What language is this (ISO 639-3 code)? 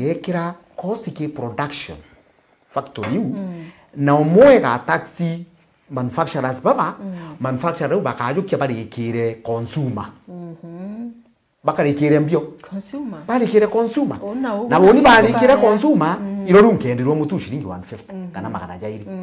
mer